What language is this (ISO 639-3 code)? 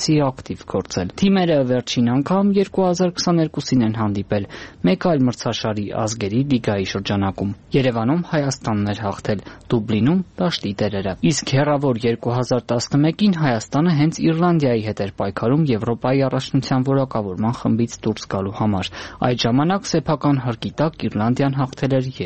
hye